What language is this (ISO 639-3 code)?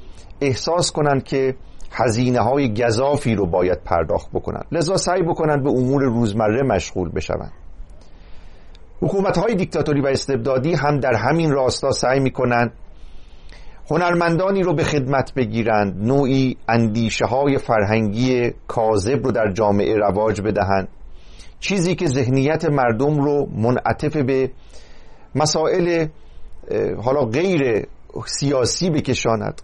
fas